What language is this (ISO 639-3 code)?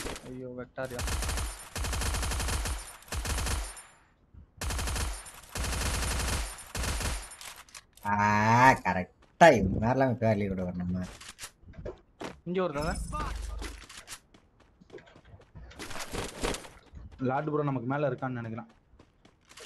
tam